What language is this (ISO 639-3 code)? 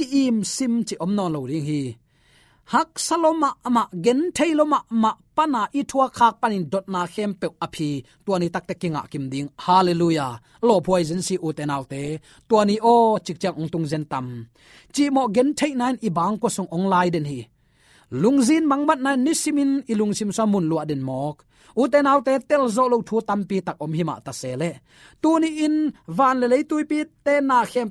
ctd